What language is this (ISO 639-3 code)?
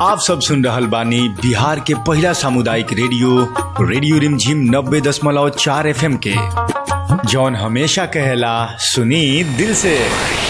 bho